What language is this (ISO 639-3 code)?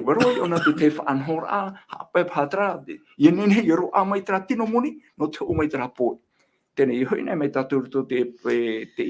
tah